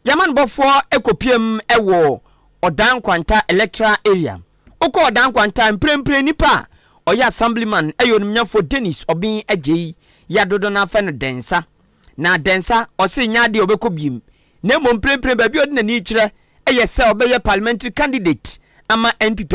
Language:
Akan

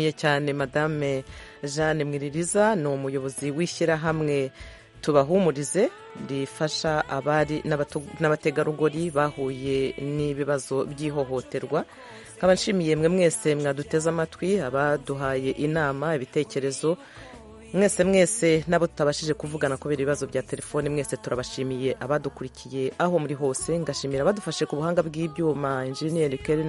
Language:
Kinyarwanda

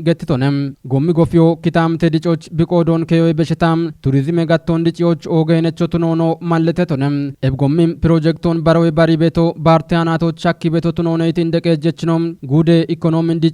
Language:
Kafa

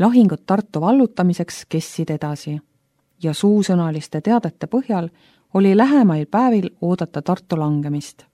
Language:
Estonian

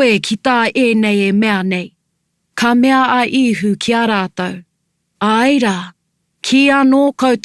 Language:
Māori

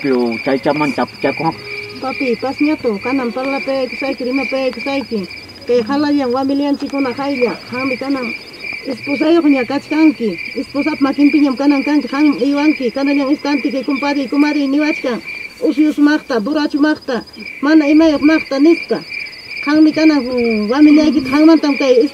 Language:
Ayacucho Quechua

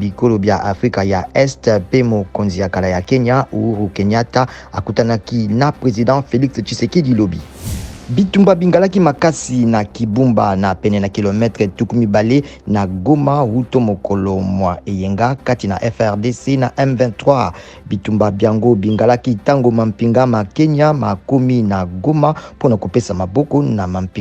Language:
Lingala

